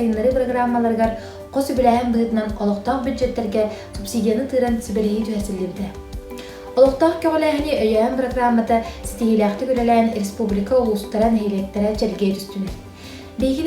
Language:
Yakut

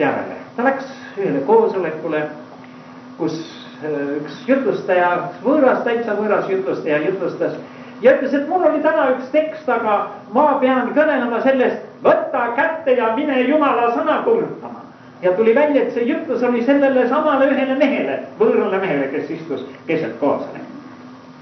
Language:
Estonian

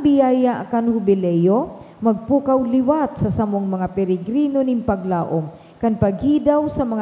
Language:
Bikol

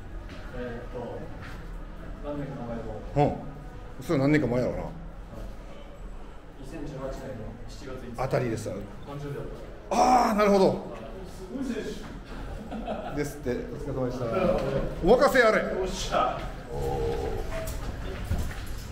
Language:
Japanese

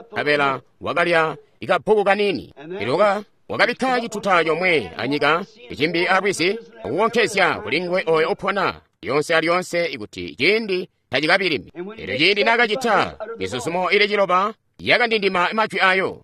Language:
Tonga (Zambia)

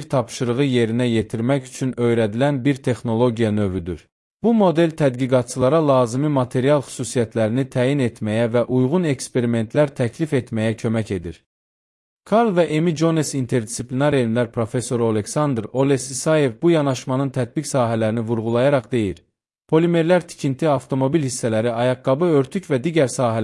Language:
Azerbaijani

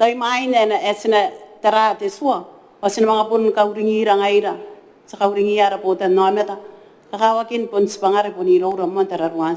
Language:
Gilbertese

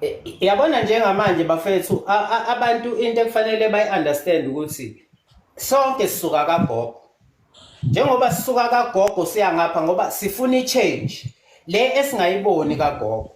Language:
Zulu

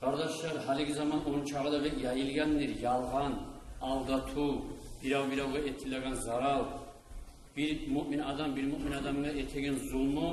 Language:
Kumyk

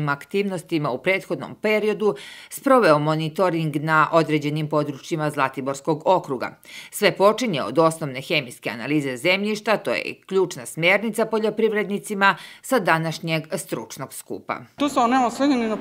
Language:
Serbian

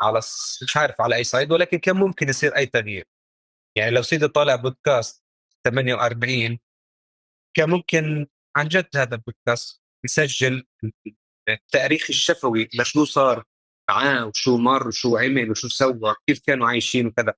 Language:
North Levantine Arabic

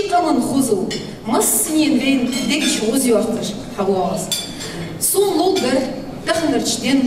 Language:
Ingush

